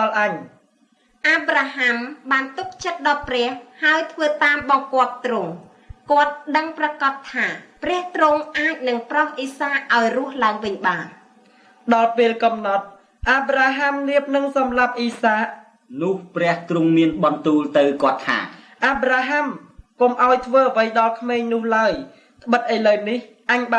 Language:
Khmer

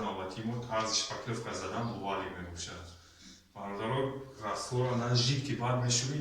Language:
Tajik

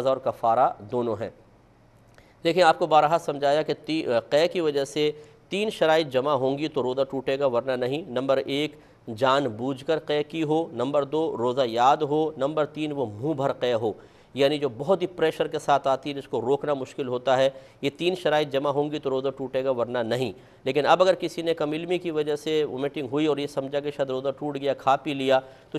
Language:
Urdu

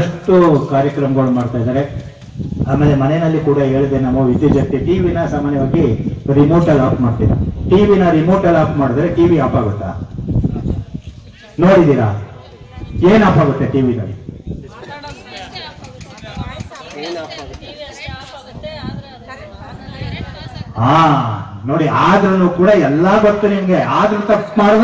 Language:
Kannada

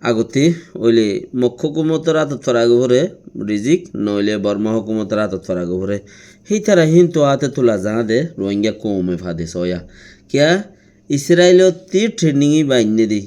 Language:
Rohingya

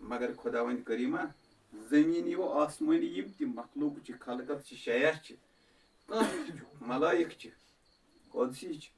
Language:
Kashmiri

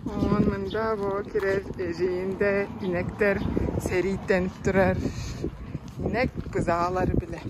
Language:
Tuvinian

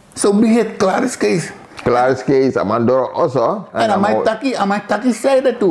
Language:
Sranan Tongo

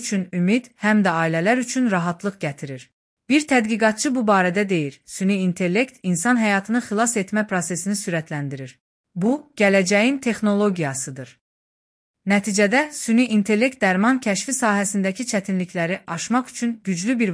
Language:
Azerbaijani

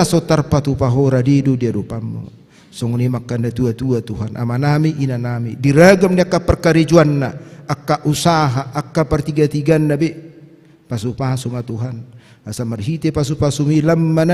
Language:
Batak Toba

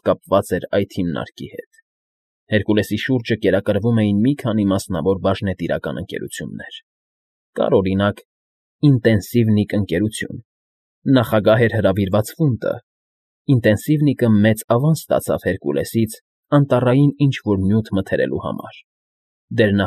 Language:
Armenian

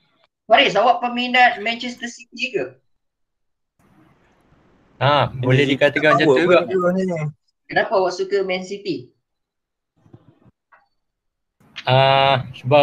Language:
Malay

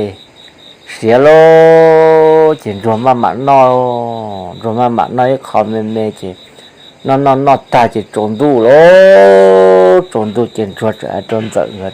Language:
Hmong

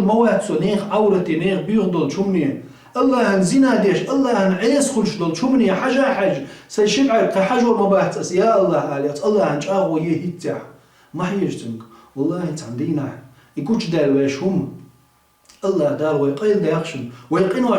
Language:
Chechen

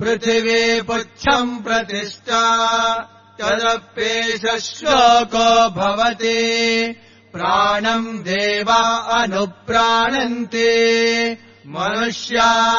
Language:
Sanskrit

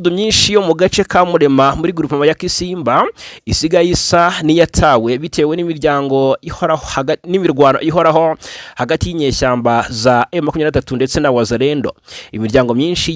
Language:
Kinyarwanda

